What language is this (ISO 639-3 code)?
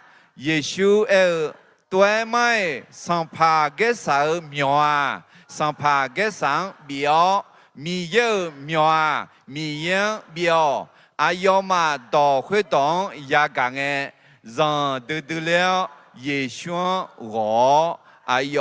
ahk